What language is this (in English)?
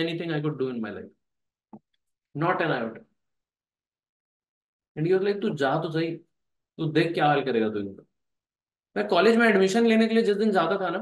Hindi